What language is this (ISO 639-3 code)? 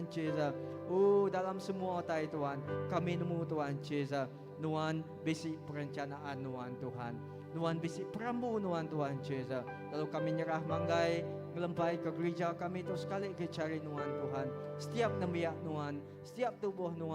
iba